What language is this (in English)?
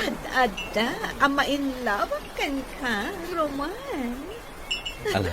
Iloko